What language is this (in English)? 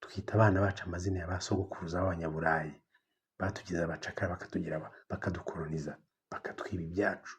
Kinyarwanda